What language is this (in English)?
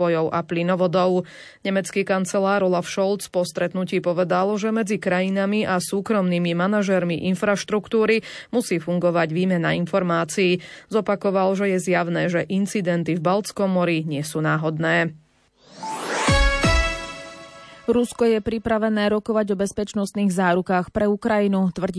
Slovak